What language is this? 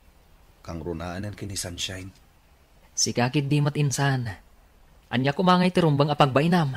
Iloko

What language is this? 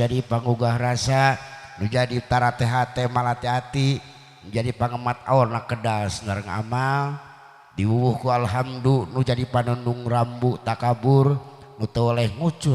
Sundanese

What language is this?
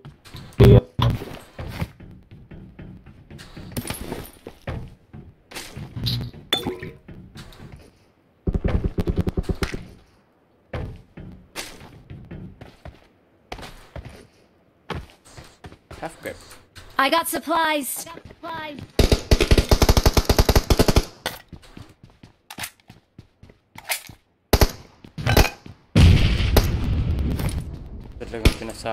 Filipino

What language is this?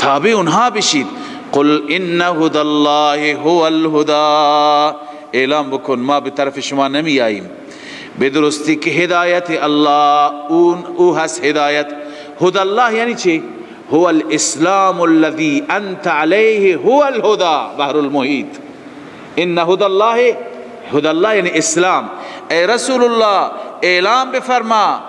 Persian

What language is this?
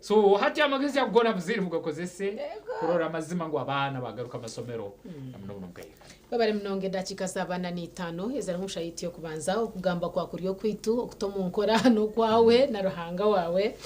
Nyankole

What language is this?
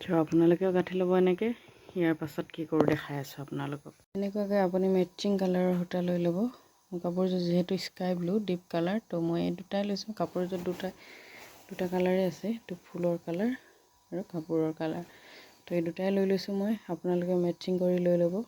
Assamese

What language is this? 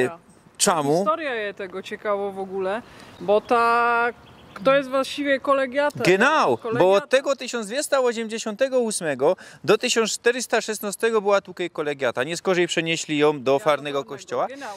Silesian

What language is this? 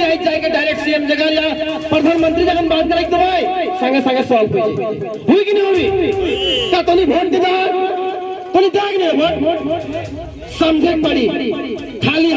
Sadri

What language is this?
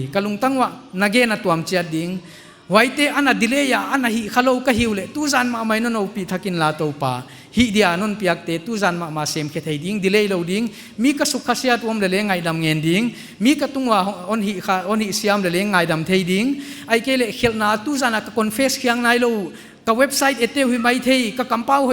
Paite Chin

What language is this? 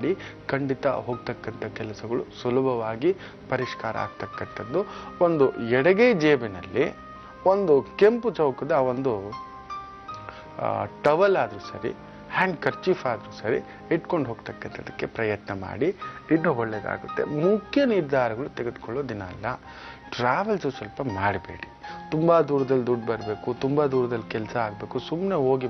Kannada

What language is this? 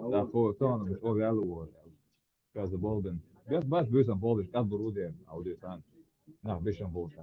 Chechen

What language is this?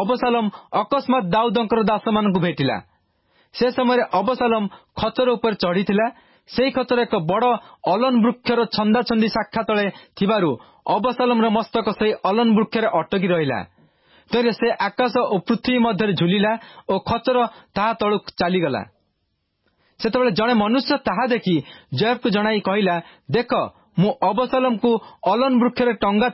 Odia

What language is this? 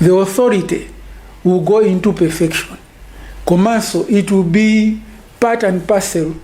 Nyanja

